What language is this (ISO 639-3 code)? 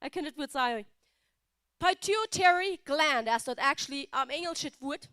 pdt